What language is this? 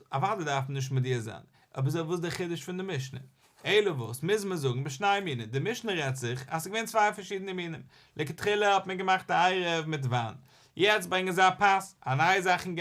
Yiddish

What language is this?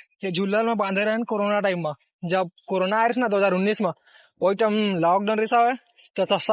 Chhattisgarhi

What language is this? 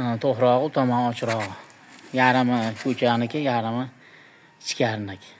Uzbek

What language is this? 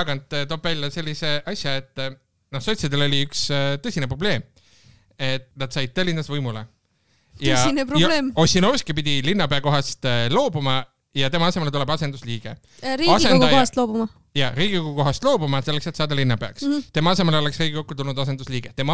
Estonian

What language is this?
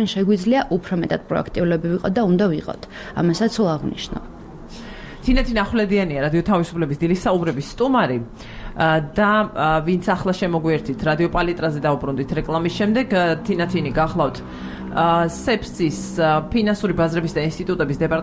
Georgian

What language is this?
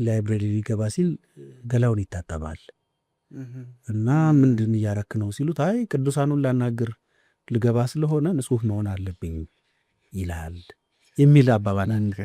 Amharic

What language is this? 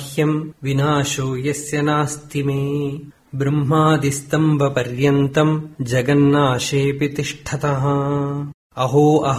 Sanskrit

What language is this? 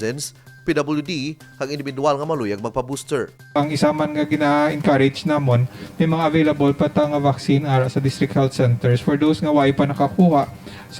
Hiligaynon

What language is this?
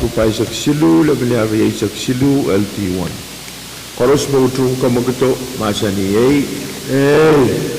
Pohnpeian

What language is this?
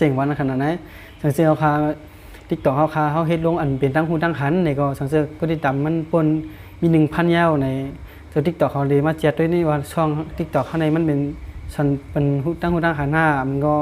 Shan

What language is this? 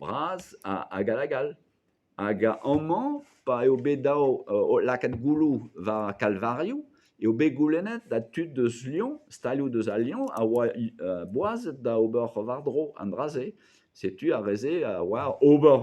Breton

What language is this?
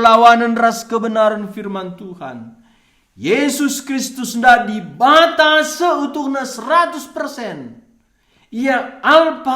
Batak Karo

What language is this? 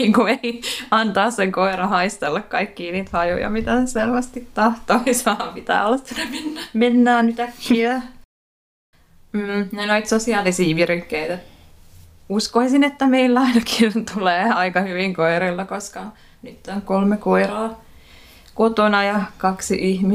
Finnish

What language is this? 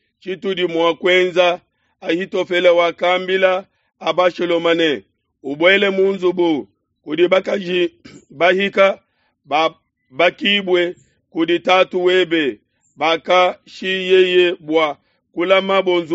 Luba-Lulua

